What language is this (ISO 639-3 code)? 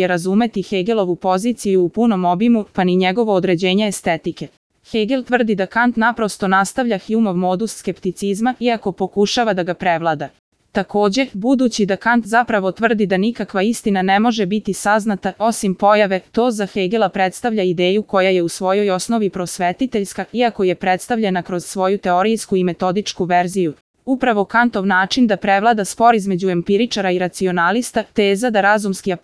srp